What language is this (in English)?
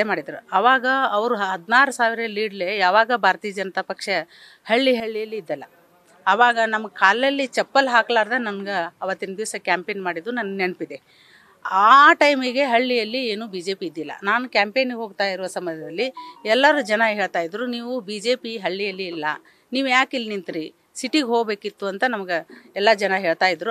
Kannada